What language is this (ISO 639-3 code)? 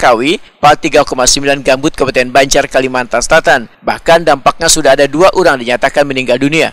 bjn